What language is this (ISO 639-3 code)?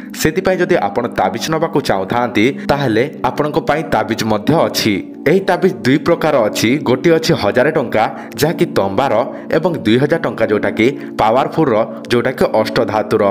ori